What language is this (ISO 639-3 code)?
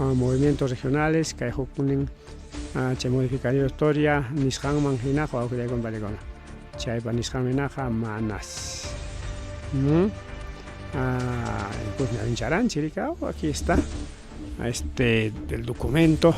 quy